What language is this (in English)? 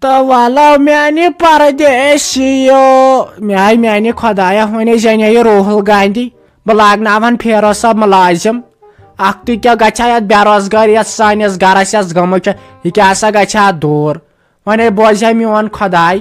Kashmiri